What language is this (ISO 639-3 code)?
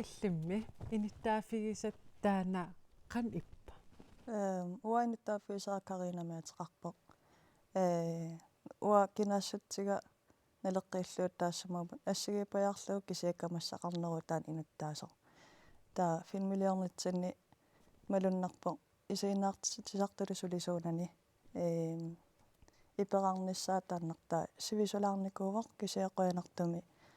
kal